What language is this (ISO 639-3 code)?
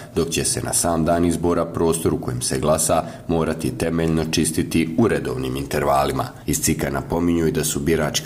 bos